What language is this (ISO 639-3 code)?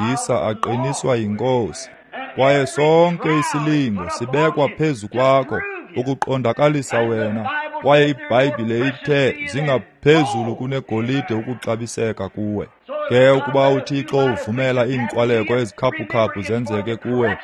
xho